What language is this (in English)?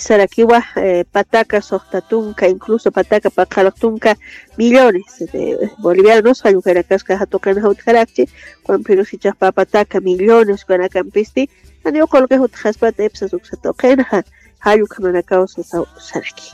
Aymara